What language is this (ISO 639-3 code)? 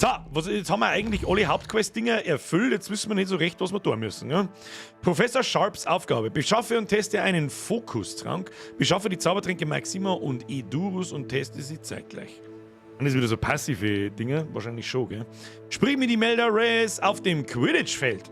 bar